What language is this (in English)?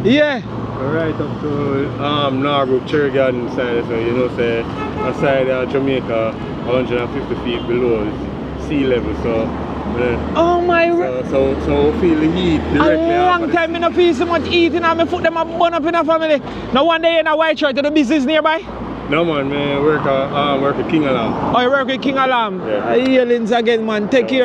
Jamaican Creole English